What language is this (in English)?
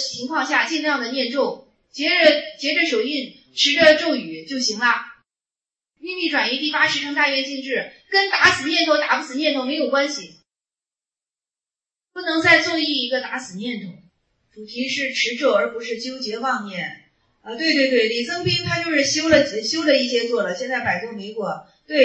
Chinese